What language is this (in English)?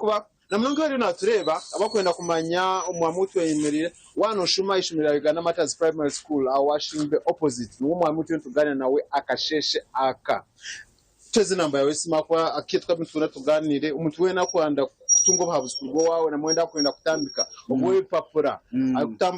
Nyankole